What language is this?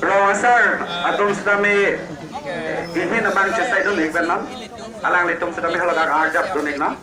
Karbi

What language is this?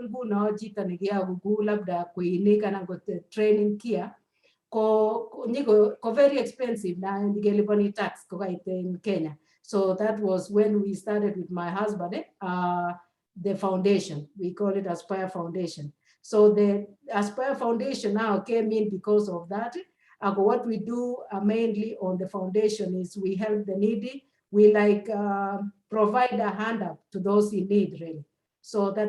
Kalenjin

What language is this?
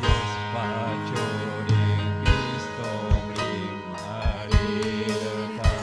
Ayacucho Quechua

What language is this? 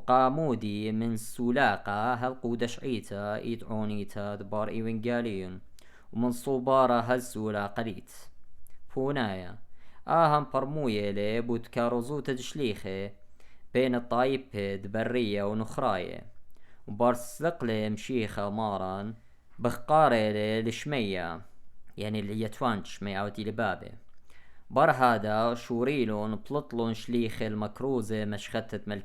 Assyrian Neo-Aramaic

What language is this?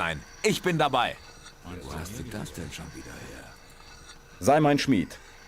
Bavarian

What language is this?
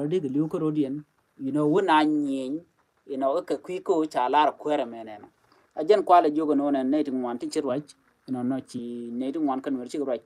Nuer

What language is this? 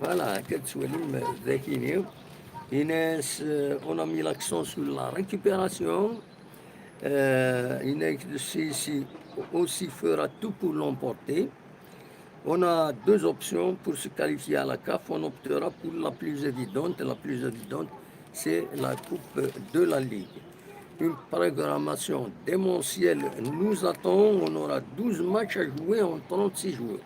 Kabyle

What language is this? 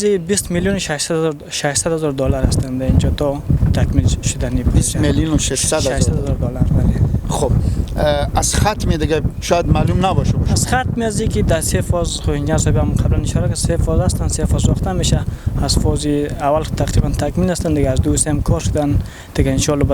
Hazaragi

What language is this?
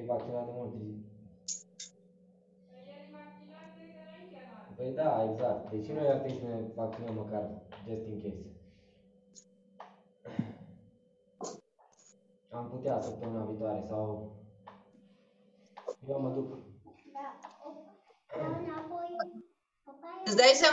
Romanian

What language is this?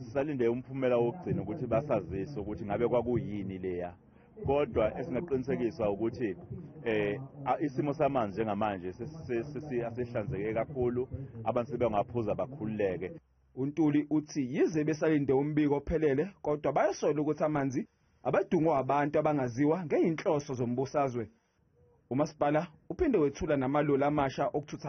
Zulu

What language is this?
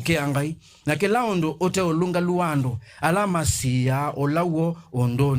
Kamba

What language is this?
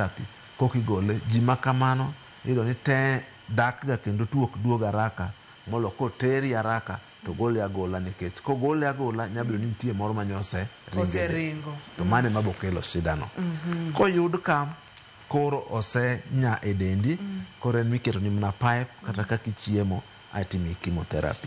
Luo (Kenya and Tanzania)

